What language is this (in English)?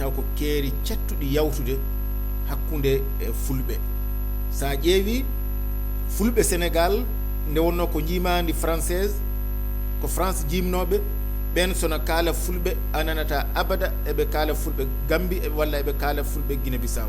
Fula